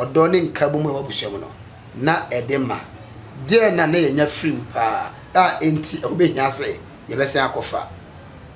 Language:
Akan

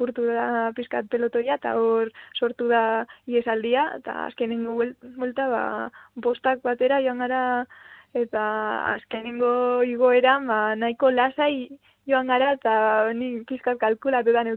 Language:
Basque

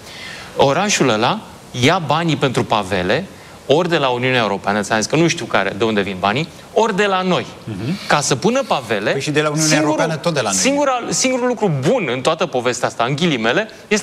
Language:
Romanian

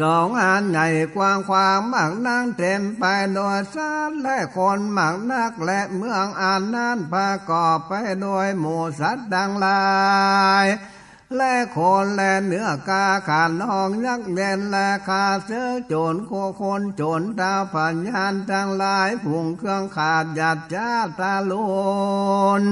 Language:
Northern Thai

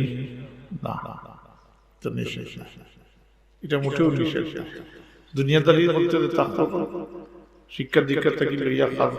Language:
Sylheti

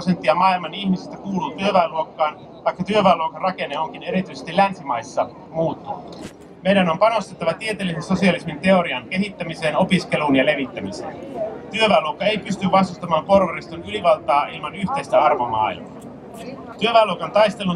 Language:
Finnish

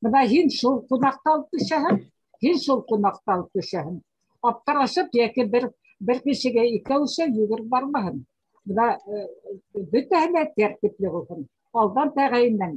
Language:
Bashkir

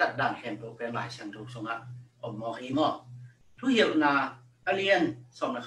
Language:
Tedim Chin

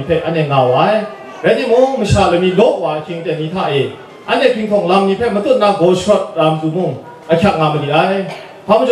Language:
Kachin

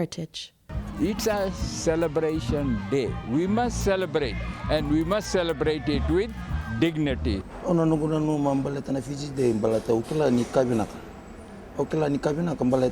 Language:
Fijian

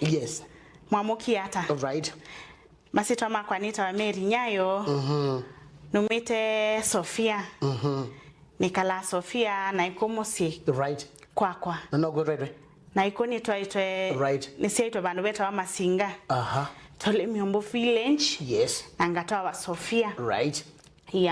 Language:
Kamba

